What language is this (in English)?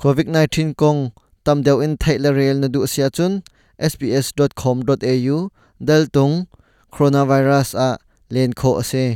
Hakha Chin